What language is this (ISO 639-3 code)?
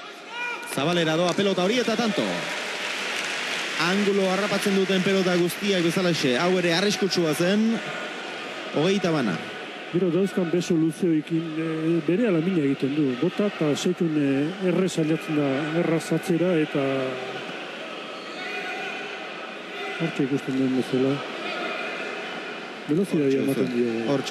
eus